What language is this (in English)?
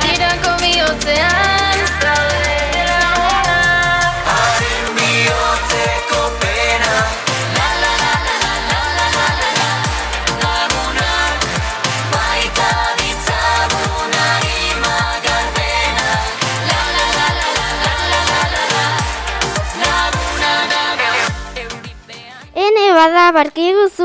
Basque